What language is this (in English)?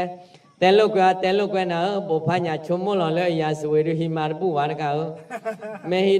S'gaw Karen